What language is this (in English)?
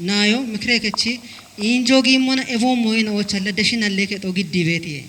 Kafa